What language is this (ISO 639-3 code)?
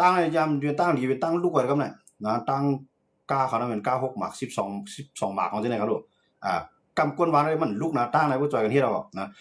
shn